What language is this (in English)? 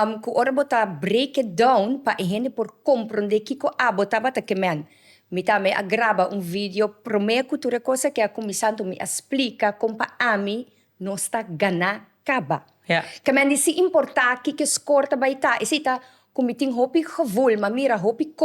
Papiamento